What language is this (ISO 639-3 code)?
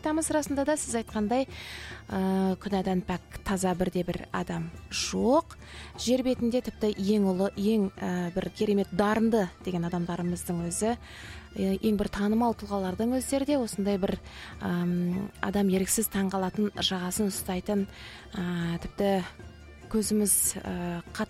kaz